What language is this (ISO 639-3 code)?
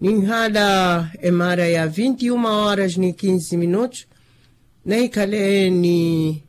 vmw